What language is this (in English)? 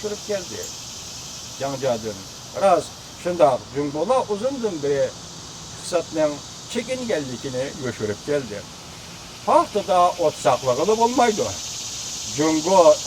Uyghur